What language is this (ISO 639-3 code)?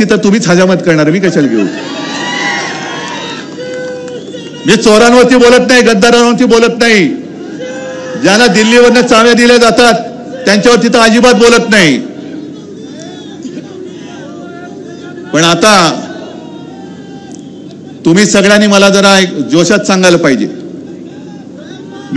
mar